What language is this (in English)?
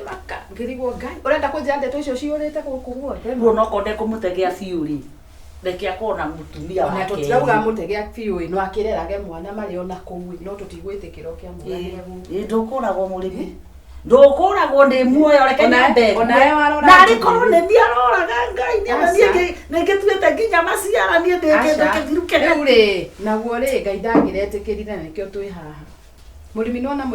Kikuyu